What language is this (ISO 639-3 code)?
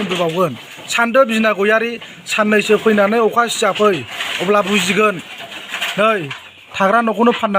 brx